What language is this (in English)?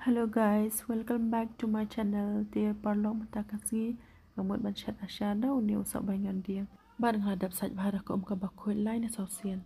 Khasi